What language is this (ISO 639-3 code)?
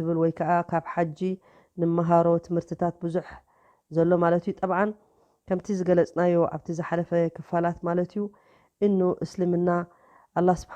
tir